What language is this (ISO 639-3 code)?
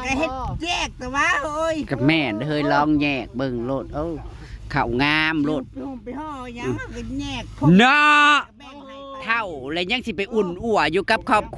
tts